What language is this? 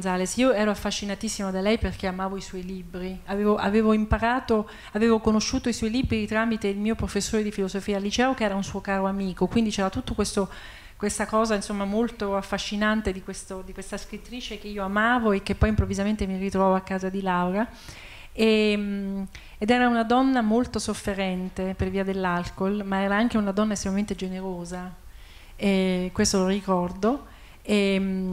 Italian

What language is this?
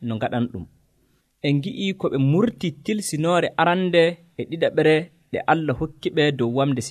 Nigerian Fulfulde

